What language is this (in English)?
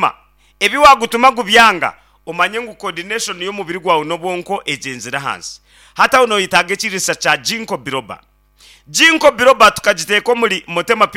Nyankole